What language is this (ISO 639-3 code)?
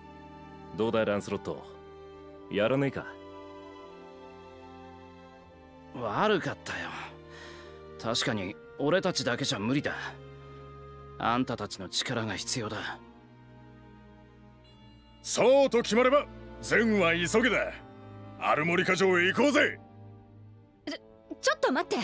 jpn